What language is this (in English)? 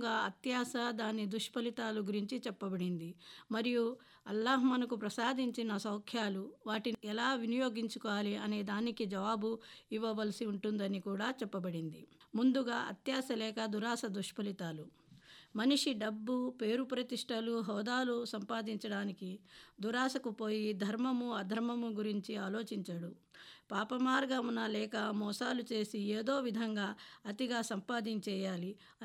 Telugu